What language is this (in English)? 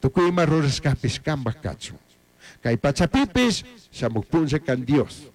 Chimborazo Highland Quichua